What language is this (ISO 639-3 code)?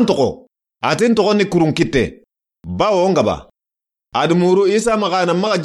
snk